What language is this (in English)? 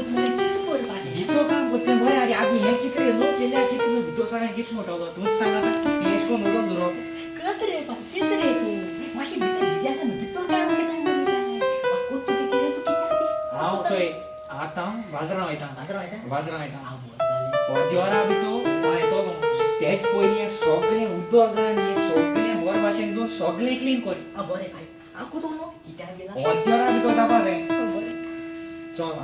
Konkani